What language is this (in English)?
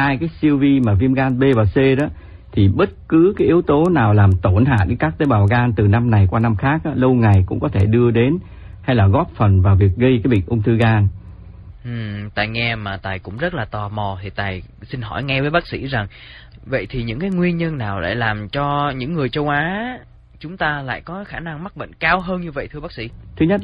Vietnamese